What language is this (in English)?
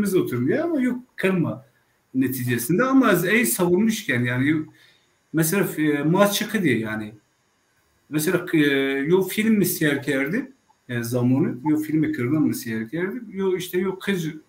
Zaza